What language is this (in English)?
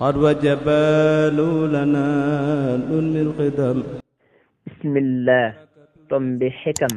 Wolof